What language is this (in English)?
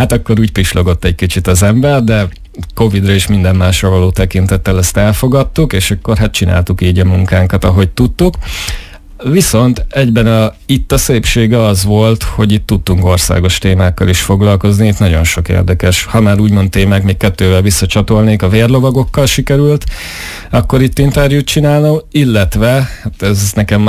Hungarian